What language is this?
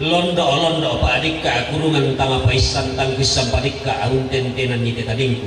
Toraja-Sa'dan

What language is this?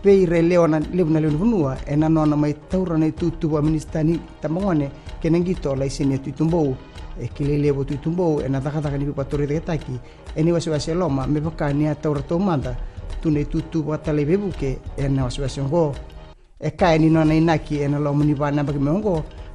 Fijian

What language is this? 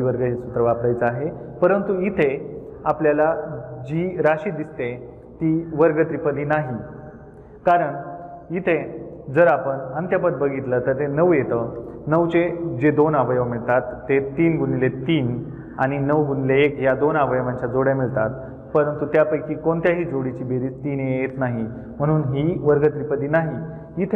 Marathi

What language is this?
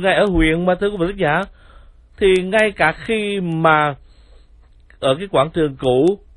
Vietnamese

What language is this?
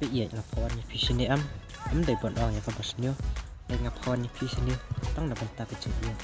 Khasi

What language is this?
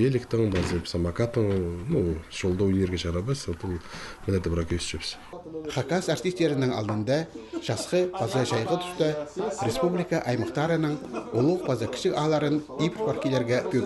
Khakas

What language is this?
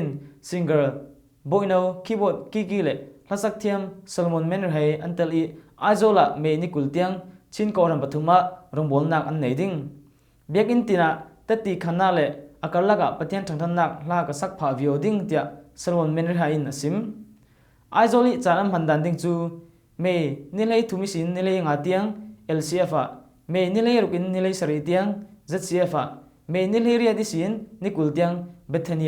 Falam Chin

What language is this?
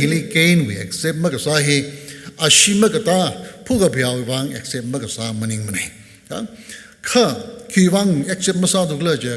Tangkhul Naga (India)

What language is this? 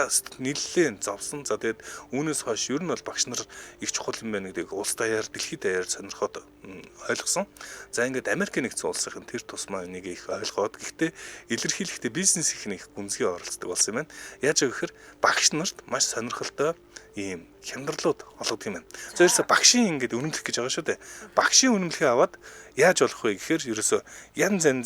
Mongolian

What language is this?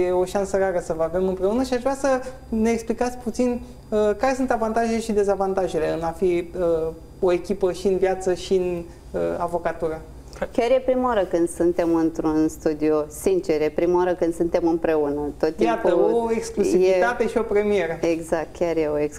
Romanian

